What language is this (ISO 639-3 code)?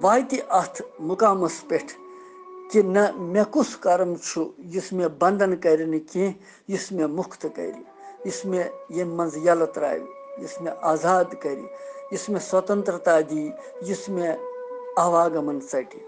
kas